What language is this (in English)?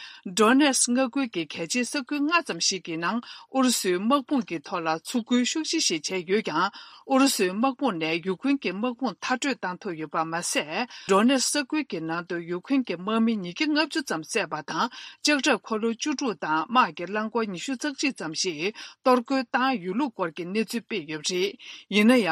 Tibetan